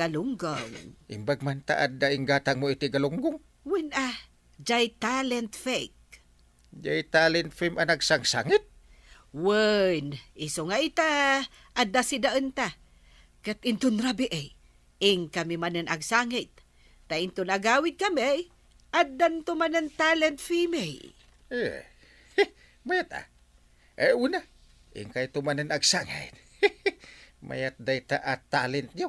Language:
Iloko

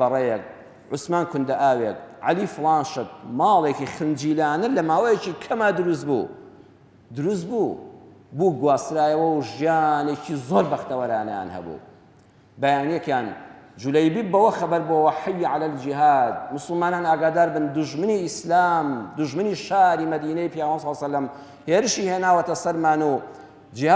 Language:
Central Kurdish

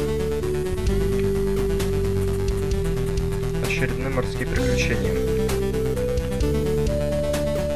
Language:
Russian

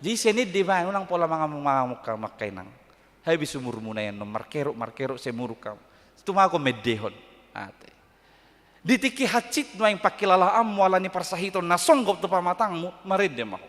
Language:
Batak Toba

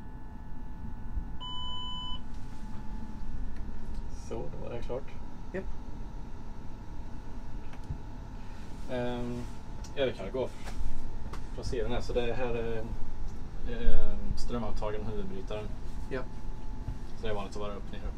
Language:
Swedish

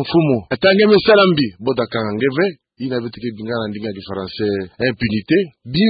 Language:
Kituba (Democratic Republic of Congo)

